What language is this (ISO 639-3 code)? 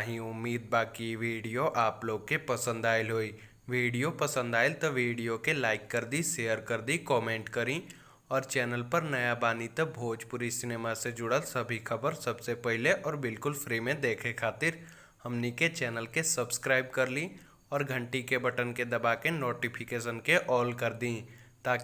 bho